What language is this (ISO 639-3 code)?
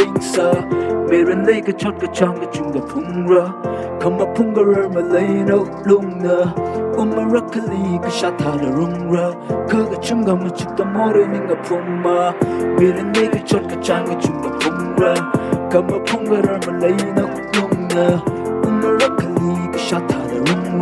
nmf